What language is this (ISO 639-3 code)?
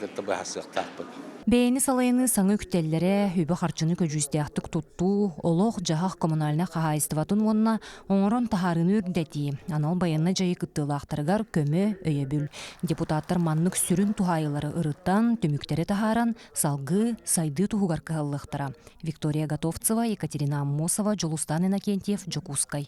sah